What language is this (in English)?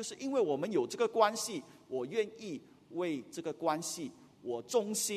Chinese